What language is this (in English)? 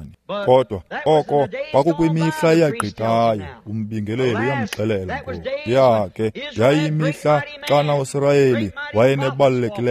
Xhosa